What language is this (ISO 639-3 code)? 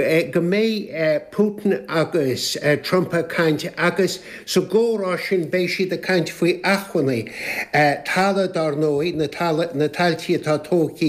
gle